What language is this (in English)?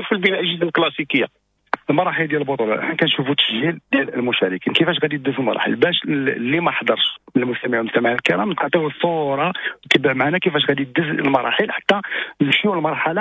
Moroccan Arabic